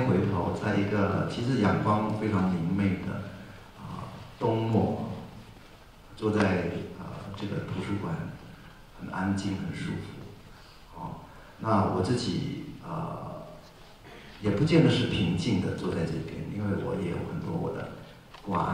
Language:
Chinese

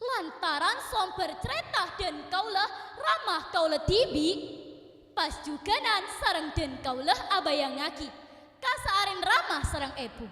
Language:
Madurese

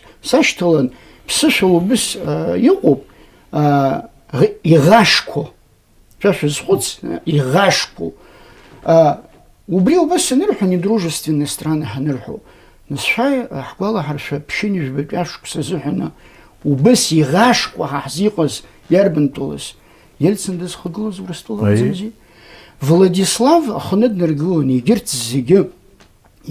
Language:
Abkhazian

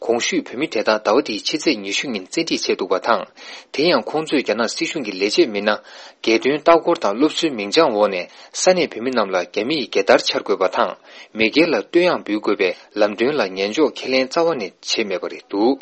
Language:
Tibetan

